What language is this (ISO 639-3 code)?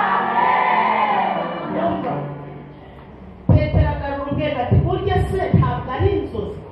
kin